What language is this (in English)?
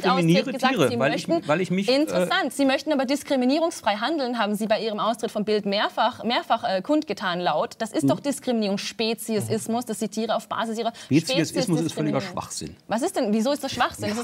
German